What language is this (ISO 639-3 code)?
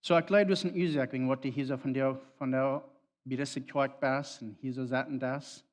pdt